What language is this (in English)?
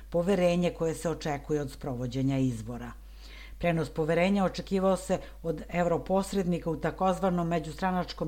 Serbian